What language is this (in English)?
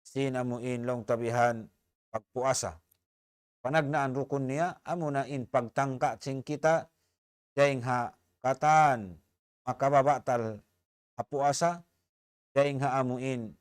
Tausug